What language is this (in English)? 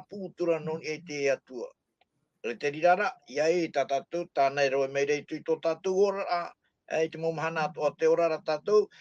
Tahitian